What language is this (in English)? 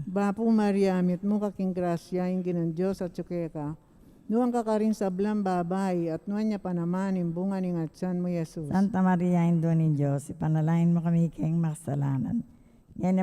Pampanga